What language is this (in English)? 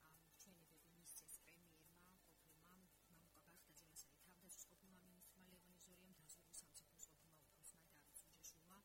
Georgian